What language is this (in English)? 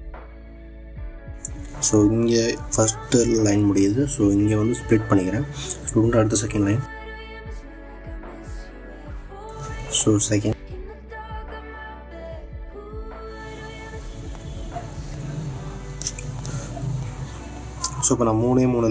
Tamil